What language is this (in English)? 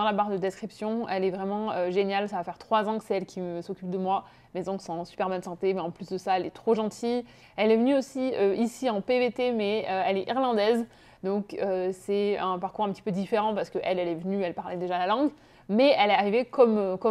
French